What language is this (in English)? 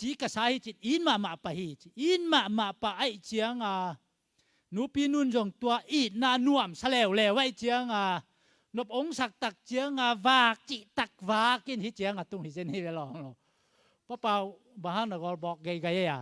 Tedim Chin